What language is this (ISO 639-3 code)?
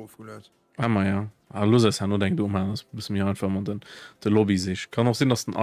ltz